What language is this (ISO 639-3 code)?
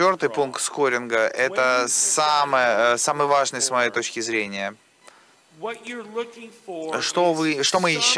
rus